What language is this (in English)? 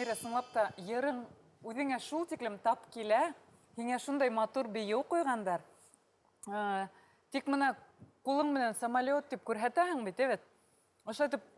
Bashkir